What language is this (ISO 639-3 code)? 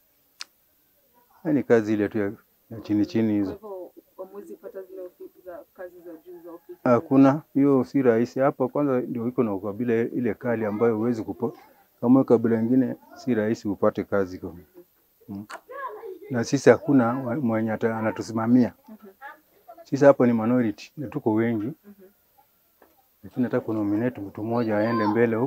swa